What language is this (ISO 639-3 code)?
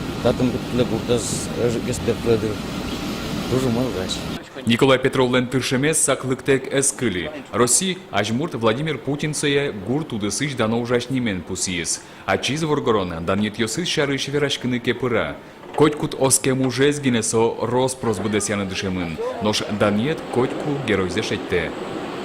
udm